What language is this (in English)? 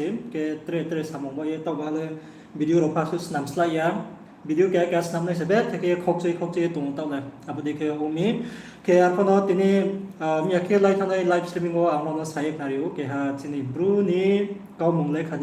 Riang (India)